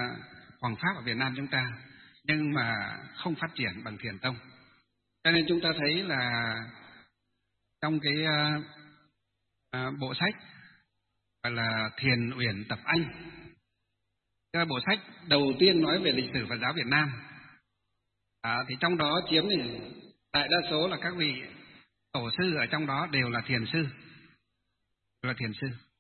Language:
Vietnamese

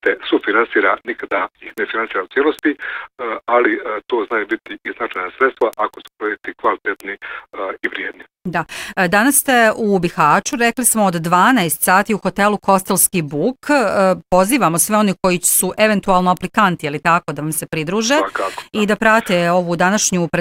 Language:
Bosnian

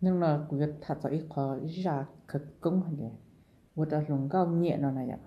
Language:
Hmong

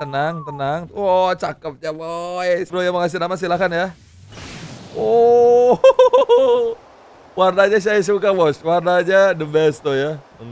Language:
Indonesian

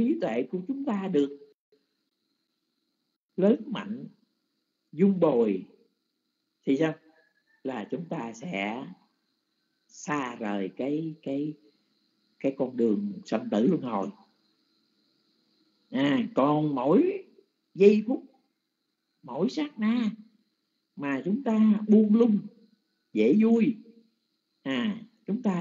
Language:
Vietnamese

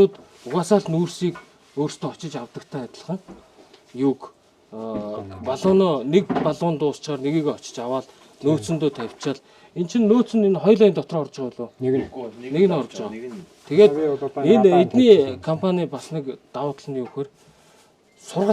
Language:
Mongolian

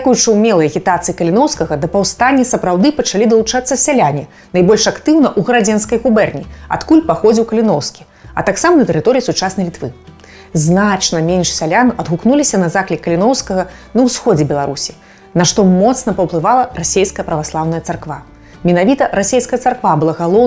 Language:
Belarusian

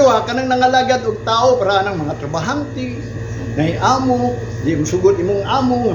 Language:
Cebuano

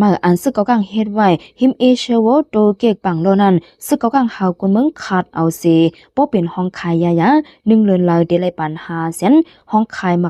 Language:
Shan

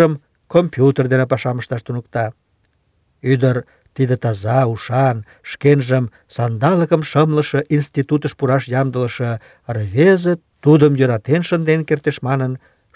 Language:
Mari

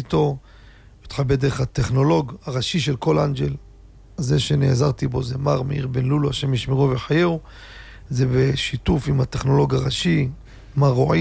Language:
Hebrew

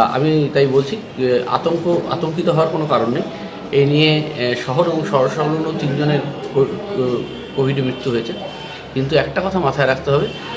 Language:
Bangla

